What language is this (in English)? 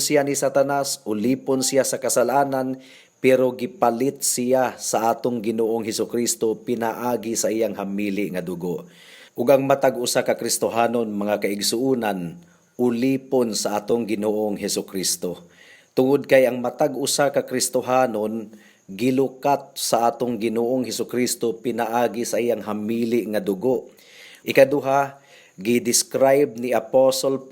Cebuano